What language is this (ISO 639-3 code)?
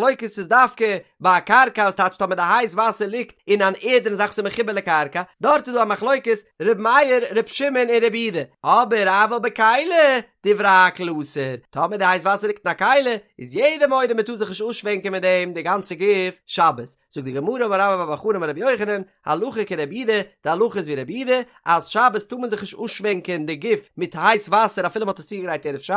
yid